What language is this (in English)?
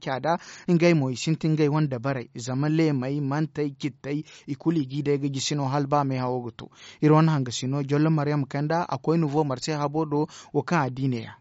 Zarma